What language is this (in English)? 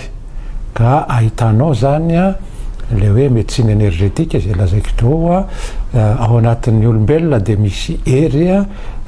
Malagasy